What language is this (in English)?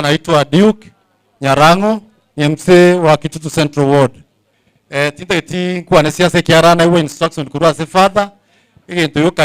Gusii